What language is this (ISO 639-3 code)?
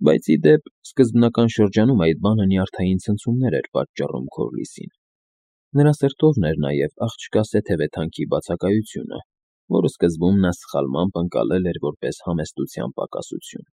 hye